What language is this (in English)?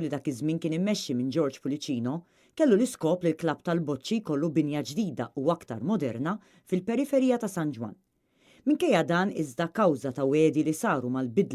Maltese